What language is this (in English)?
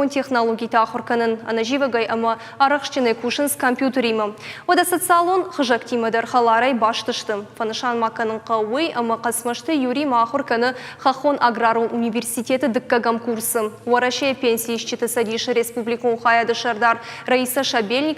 Ossetic